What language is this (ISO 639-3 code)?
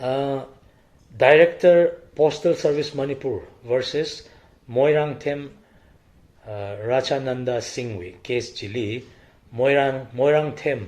nmf